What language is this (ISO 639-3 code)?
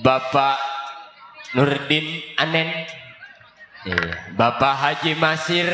bew